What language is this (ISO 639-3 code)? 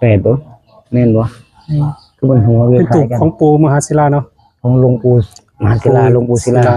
tts